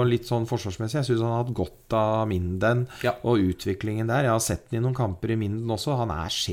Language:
Norwegian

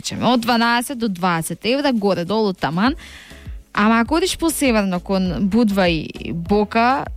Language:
Macedonian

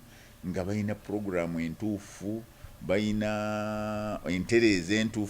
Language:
Ganda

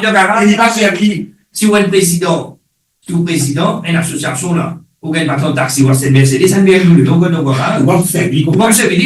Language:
Morisyen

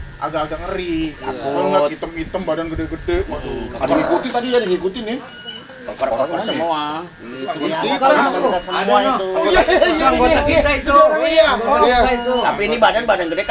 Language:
Betawi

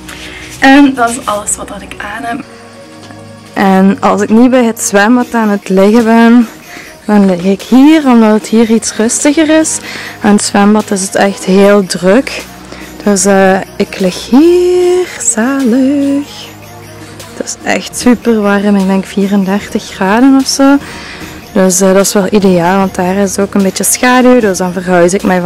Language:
Dutch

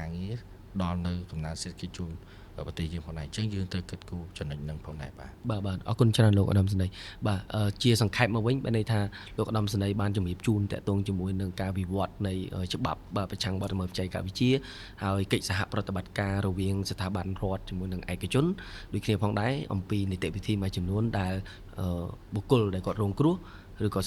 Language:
Khmer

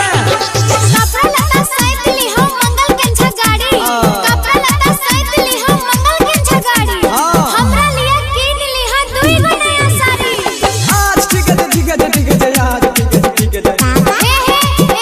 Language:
Maithili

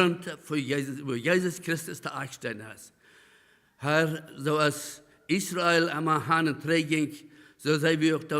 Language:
Plautdietsch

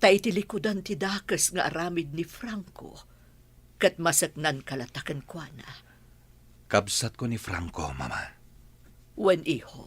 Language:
Iloko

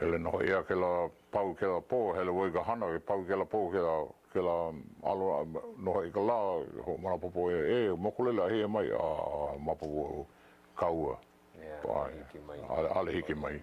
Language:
Hawaiian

